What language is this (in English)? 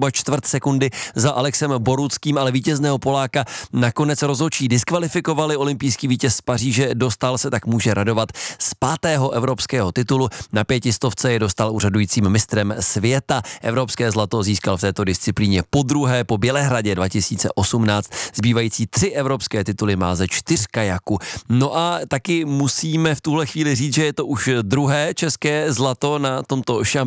Czech